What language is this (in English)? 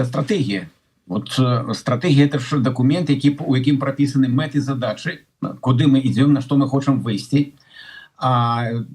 Belarusian